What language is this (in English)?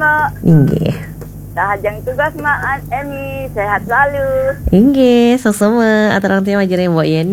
Balinese